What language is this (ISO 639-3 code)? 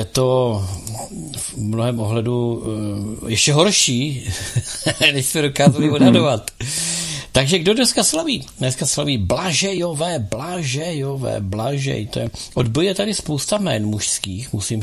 ces